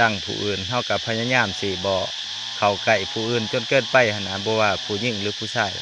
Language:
Lao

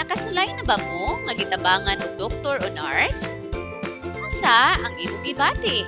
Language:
Cebuano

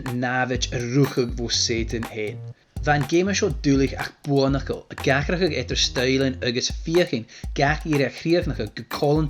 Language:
Scottish Gaelic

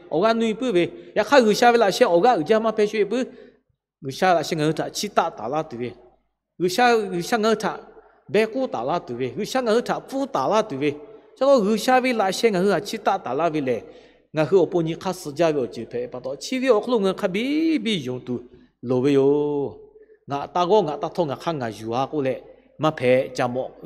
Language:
Lahu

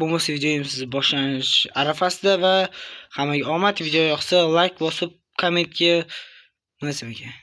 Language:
Uzbek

